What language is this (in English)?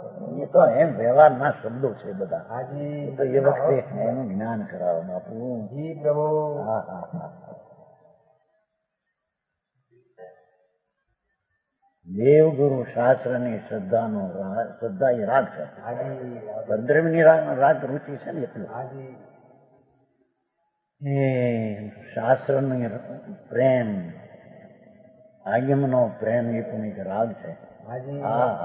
Gujarati